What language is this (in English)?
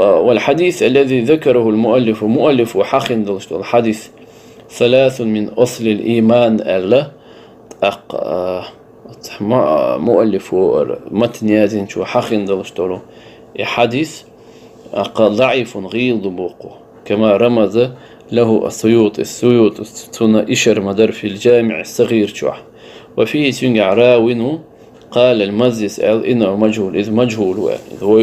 Chechen